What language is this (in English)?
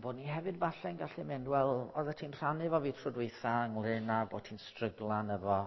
Welsh